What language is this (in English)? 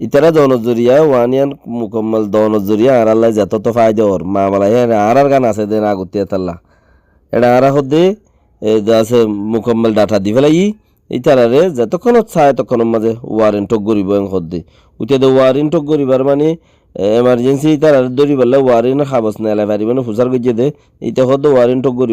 Rohingya